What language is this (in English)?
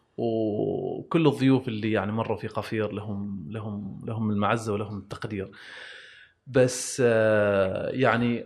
Gulf Arabic